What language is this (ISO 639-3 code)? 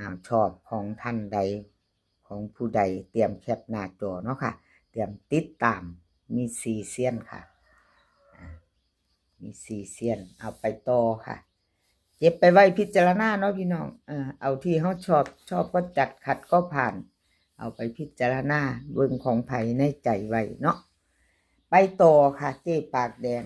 tts